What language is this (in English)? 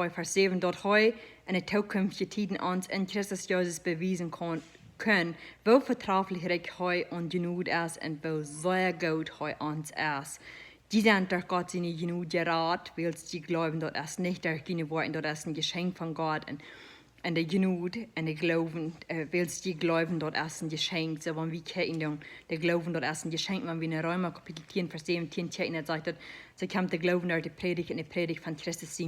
Plautdietsch